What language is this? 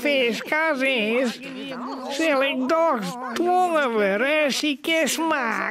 Western Frisian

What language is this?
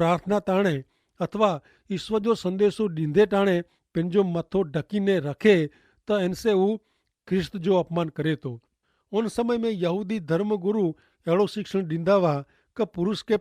Kachhi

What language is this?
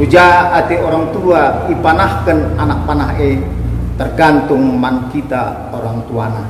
Batak Karo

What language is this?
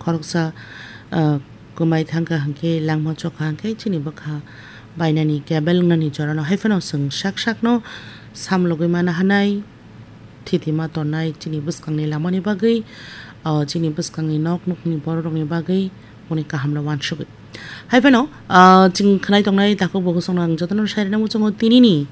Kok Borok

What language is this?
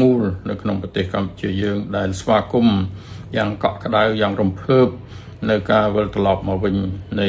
Khmer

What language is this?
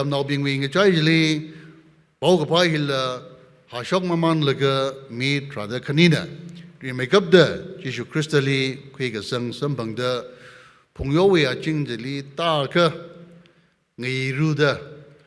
Tangkhul Naga (India)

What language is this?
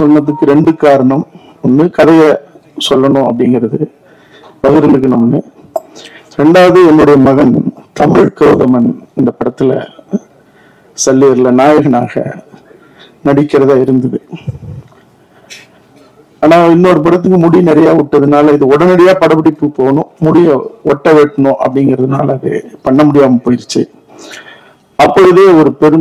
Tamil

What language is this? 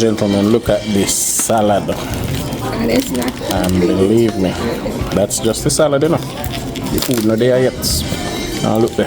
Jamaican Creole English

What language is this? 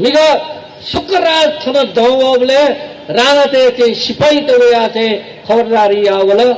Newari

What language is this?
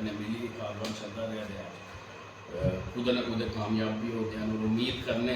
Dogri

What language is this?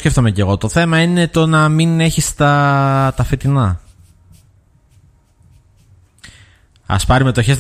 Greek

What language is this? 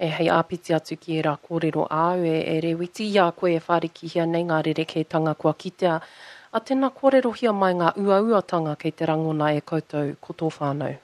Māori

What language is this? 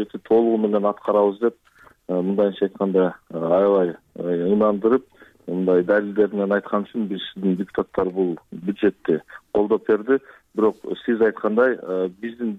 Kyrgyz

